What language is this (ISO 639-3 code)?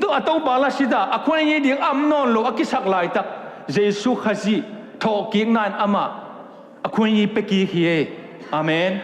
ctd